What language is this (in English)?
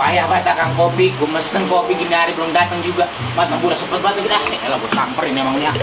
Betawi